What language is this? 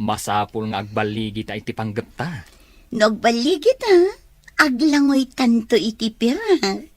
Iloko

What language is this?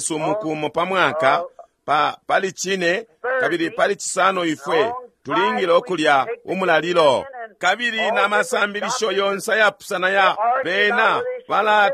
Bemba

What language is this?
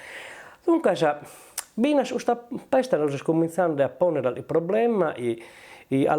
Sardinian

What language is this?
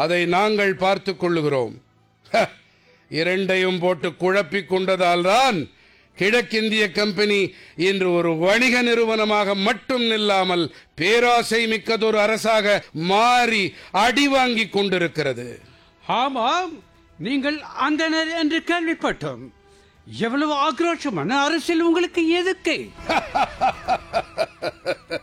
Tamil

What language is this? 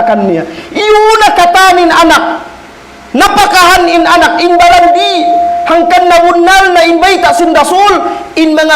Tausug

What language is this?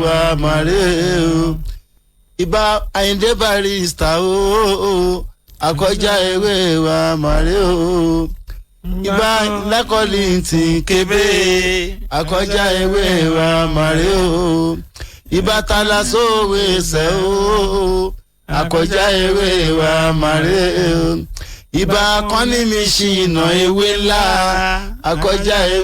Yoruba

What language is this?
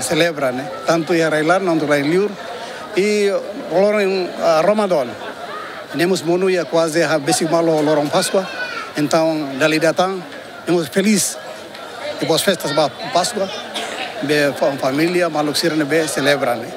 Tetum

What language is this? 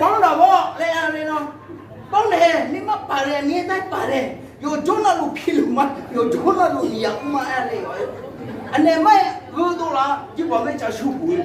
Akha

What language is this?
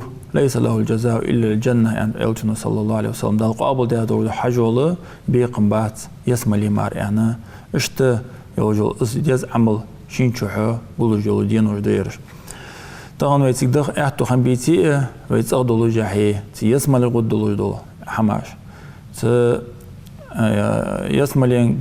Ingush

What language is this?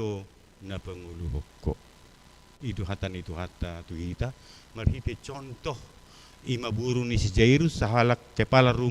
Batak Toba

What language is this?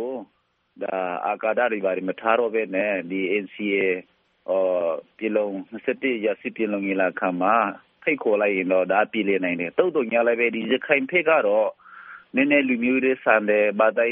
Burmese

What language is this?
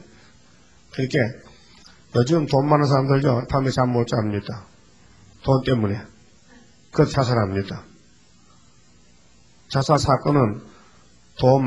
Korean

